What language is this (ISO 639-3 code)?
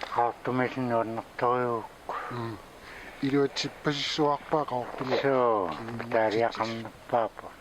kal